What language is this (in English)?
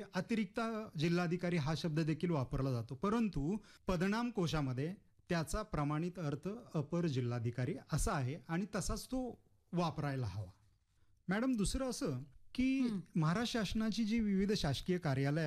Marathi